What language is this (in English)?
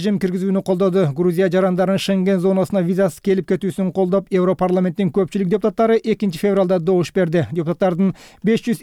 Kyrgyz